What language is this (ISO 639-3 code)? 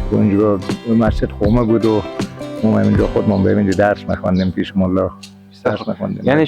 fas